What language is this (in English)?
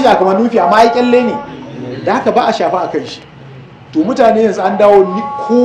Hausa